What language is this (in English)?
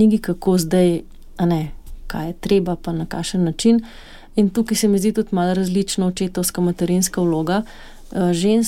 Slovenian